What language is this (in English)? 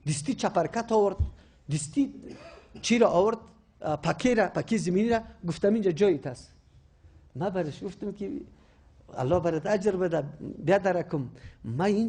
Persian